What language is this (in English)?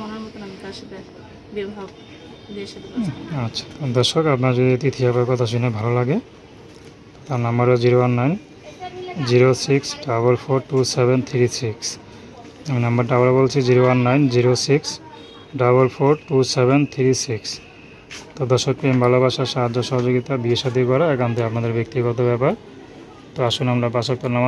Bangla